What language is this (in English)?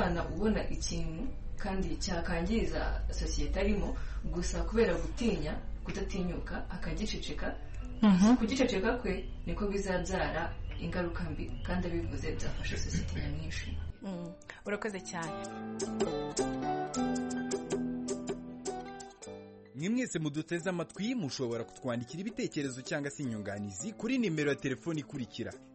Kinyarwanda